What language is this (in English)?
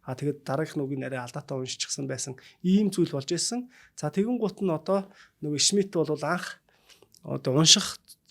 Mongolian